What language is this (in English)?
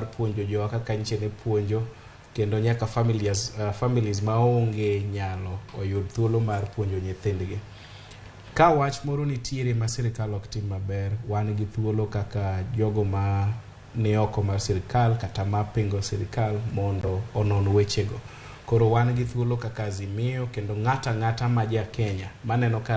Luo (Kenya and Tanzania)